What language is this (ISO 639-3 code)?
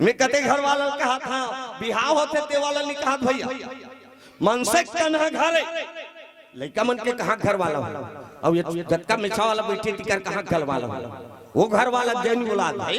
hne